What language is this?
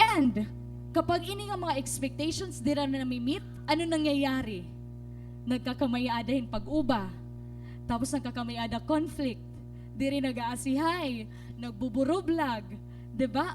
Waray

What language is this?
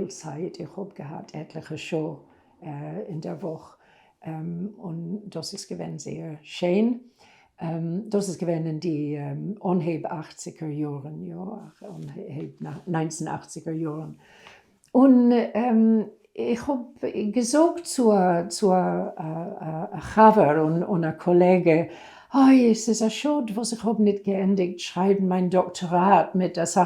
Yiddish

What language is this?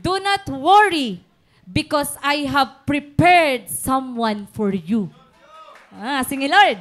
Waray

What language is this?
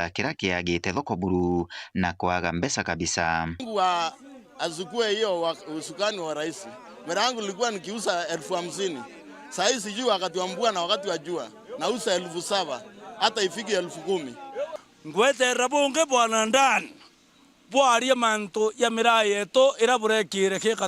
Meru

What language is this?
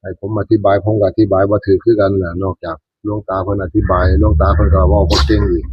Northeastern Thai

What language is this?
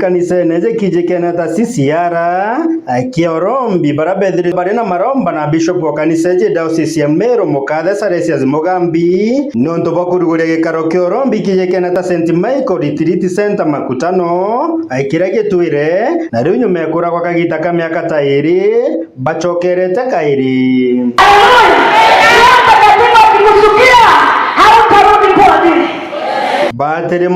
Meru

